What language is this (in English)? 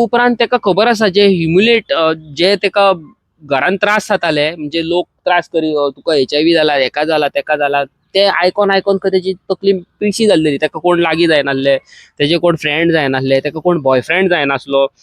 Konkani